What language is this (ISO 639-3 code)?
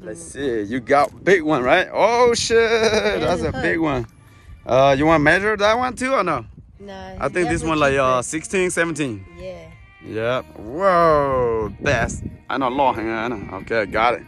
hmn